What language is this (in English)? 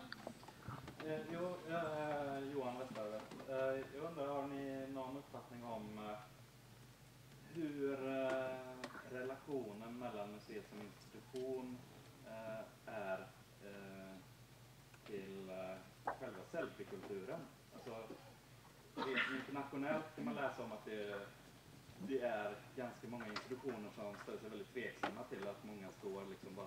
Swedish